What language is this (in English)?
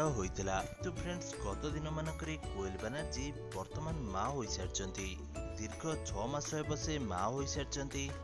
Odia